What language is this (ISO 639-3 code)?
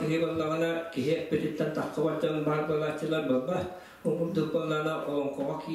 sah